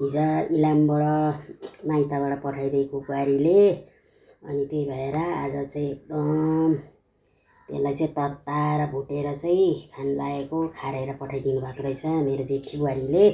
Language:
Nepali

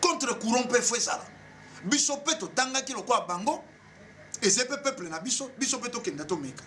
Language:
Lingala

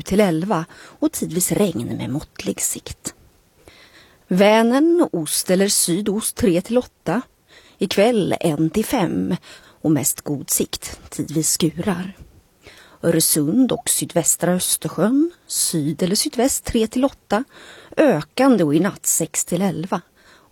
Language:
Swedish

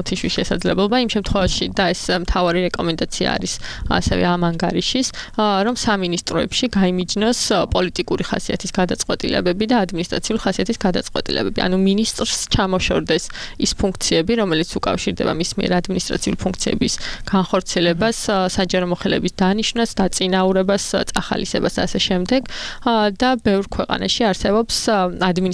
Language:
Georgian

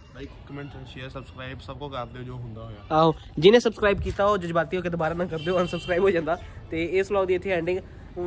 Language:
Punjabi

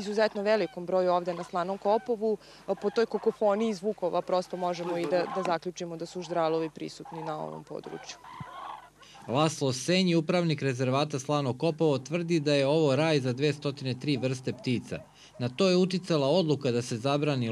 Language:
Serbian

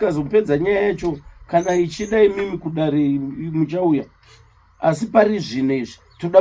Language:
Shona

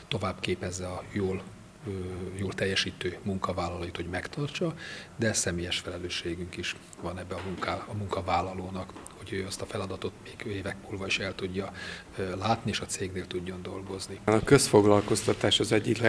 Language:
Hungarian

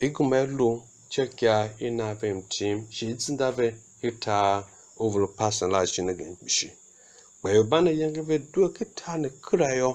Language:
Tiv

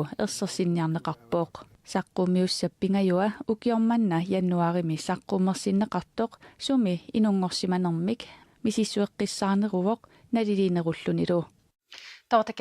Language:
Kalaallisut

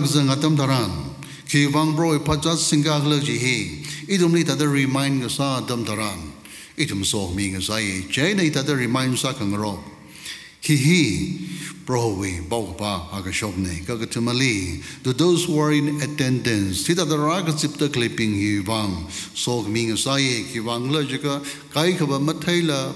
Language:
Tangkhul Naga (India)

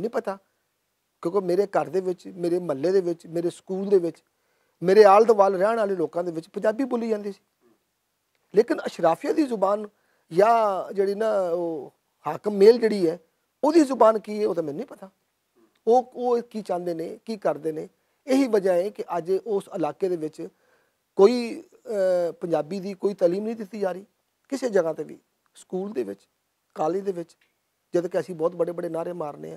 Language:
Western Panjabi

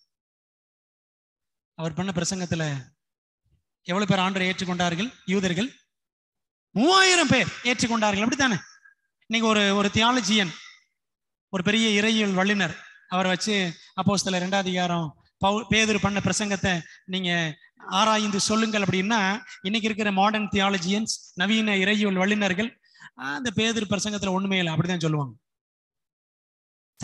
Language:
Tamil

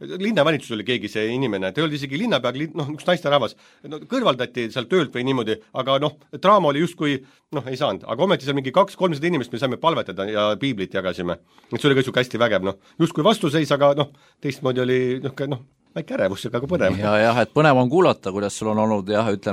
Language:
Estonian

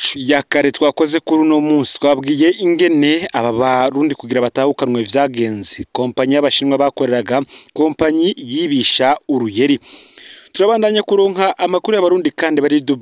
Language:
Rundi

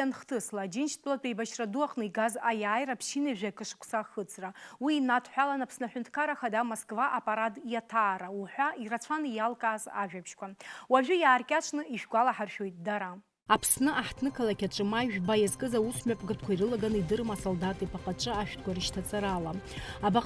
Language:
Abkhazian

